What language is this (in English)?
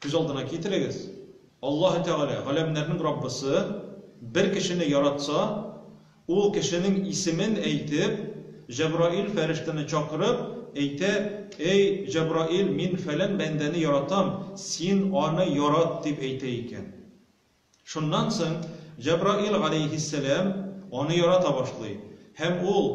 Tatar